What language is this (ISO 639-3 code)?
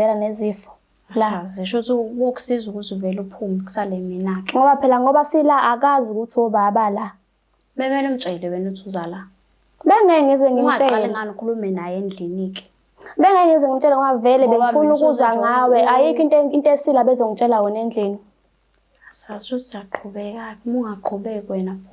zul